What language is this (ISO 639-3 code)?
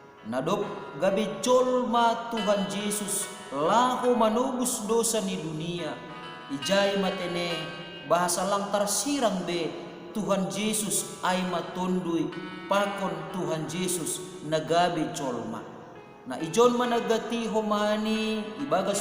bts